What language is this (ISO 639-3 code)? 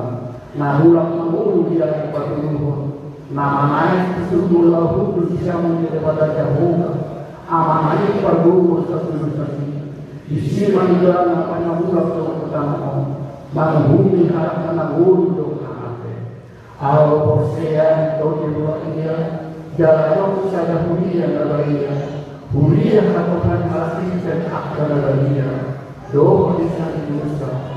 bbc